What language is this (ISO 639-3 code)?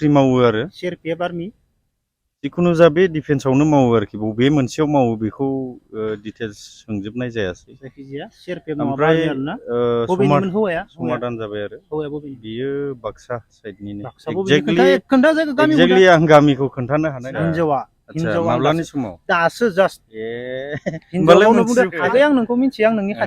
brx